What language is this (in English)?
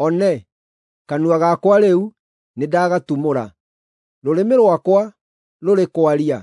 Kikuyu